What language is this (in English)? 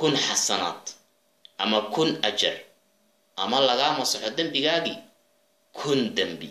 Somali